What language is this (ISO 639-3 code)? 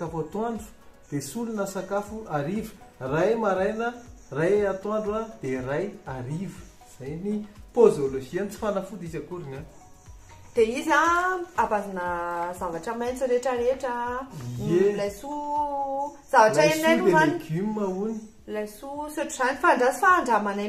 mlg